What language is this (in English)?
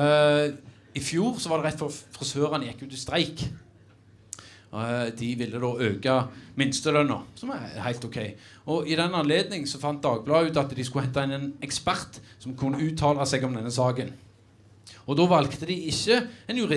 Norwegian